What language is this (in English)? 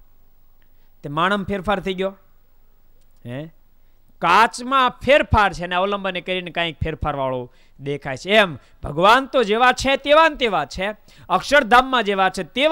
Gujarati